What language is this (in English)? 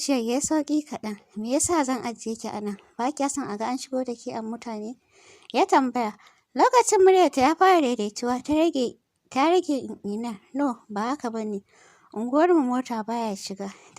Hausa